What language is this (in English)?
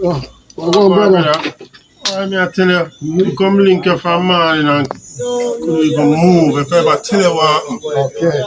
Jamaican Creole English